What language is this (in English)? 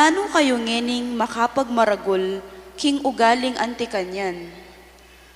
Pampanga